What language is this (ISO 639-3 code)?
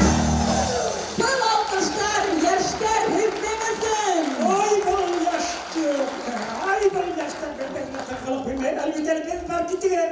bak